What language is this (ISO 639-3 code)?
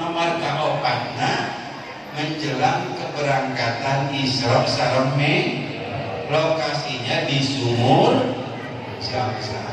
sun